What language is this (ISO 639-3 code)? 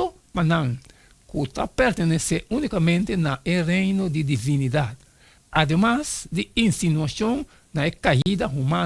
pap